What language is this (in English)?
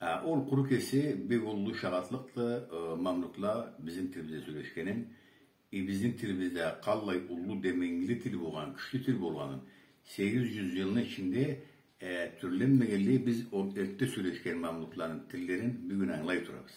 Karachay-Balkar